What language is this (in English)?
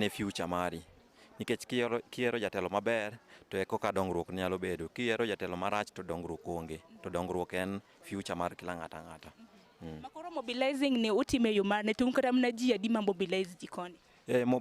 Luo (Kenya and Tanzania)